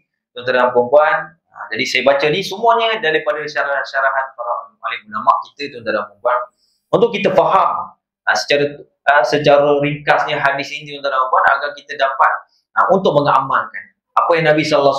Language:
Malay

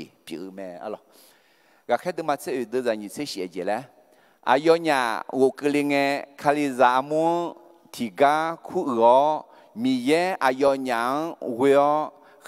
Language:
Akha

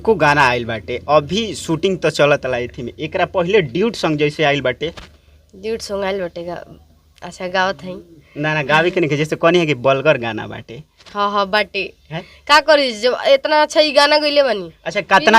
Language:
Bhojpuri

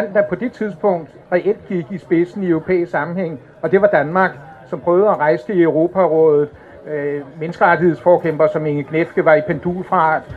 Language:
Danish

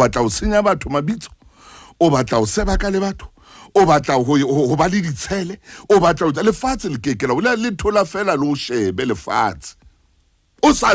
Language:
Southern Sotho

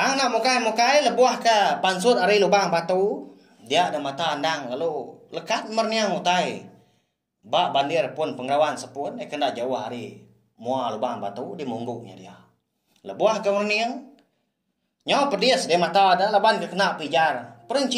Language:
Iban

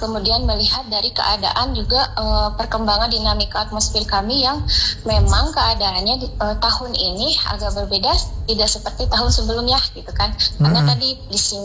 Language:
Indonesian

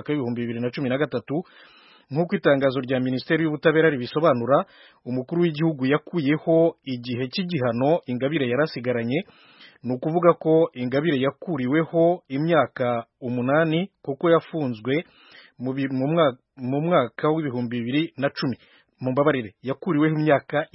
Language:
Kinyarwanda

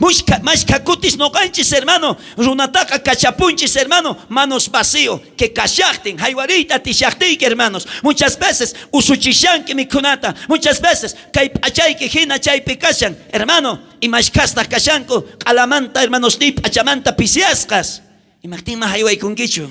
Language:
South Bolivian Quechua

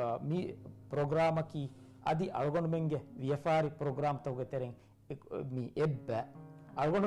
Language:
Divehi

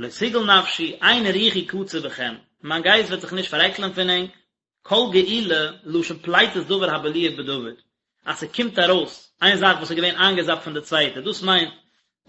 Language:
Yiddish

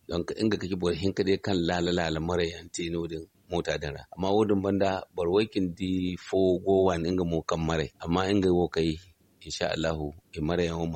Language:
Zarma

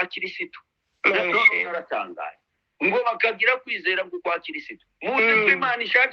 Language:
Kinyarwanda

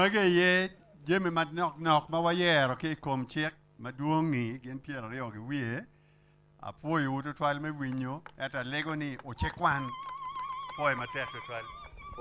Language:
Acoli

